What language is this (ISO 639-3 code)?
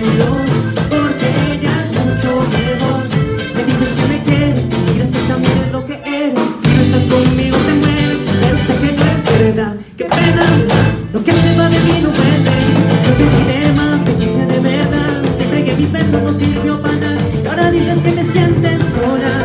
spa